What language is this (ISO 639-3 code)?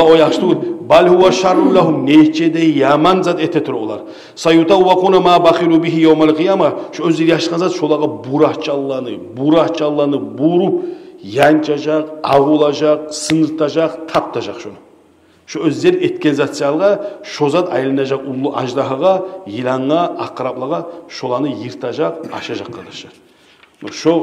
kum